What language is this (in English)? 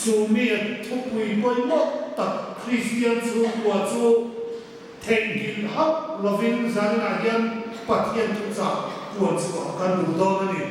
Hmar